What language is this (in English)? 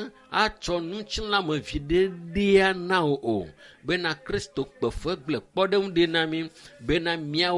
Ewe